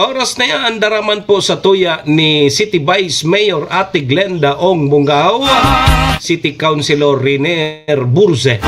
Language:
Bikol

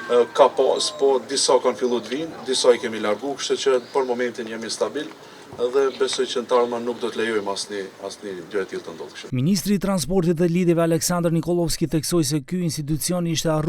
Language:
Albanian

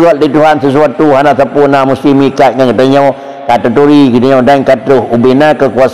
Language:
Achinese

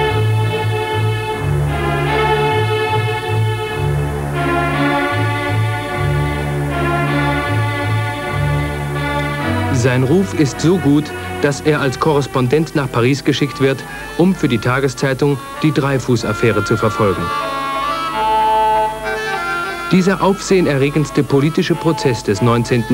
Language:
German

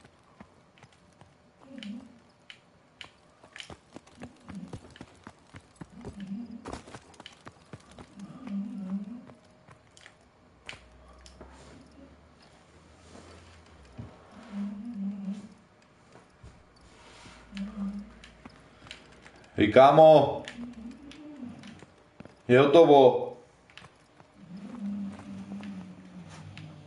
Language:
Czech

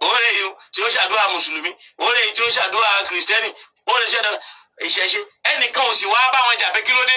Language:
Yoruba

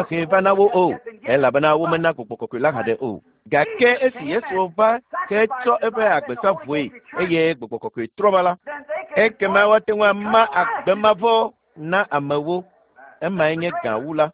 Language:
Ewe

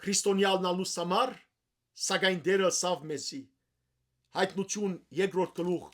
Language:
Western Armenian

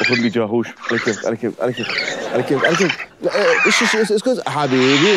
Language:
Mesopotamian Arabic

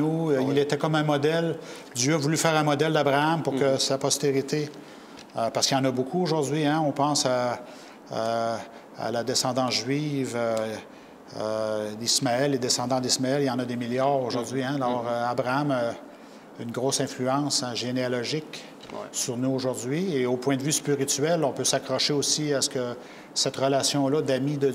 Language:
French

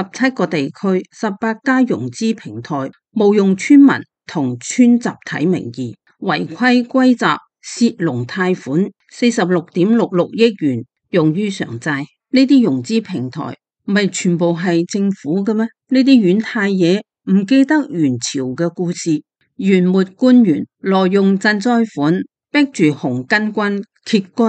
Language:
Cantonese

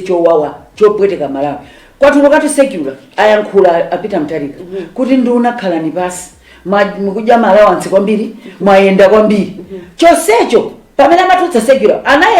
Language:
Nyanja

